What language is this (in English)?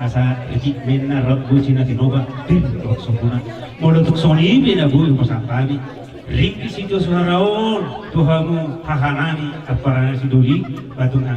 Batak Toba